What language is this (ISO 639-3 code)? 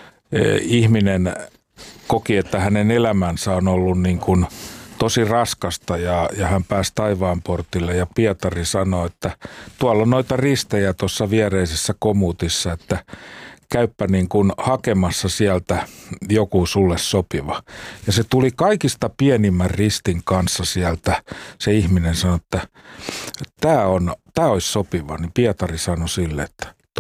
fin